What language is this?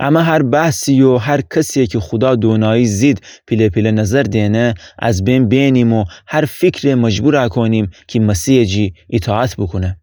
Gilaki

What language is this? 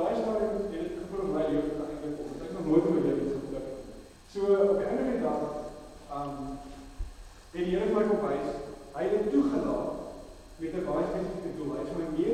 Afrikaans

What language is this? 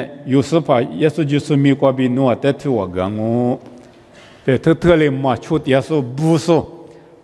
Lisu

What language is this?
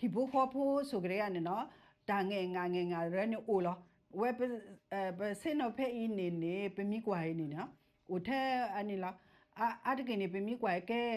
S'gaw Karen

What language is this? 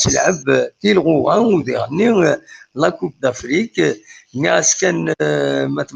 Kabyle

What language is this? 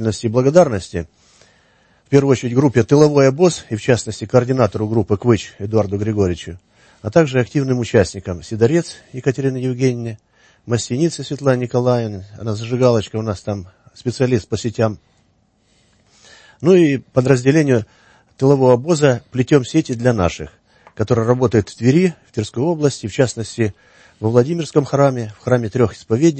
Russian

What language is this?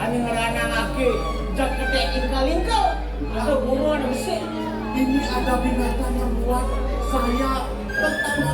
Balinese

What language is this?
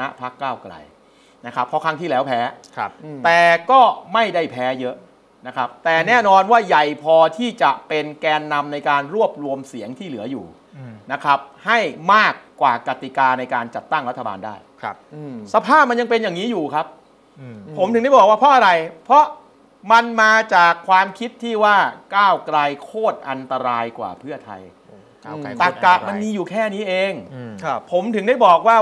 Thai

